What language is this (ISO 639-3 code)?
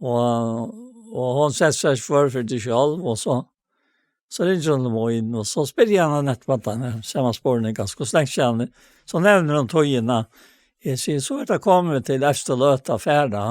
fao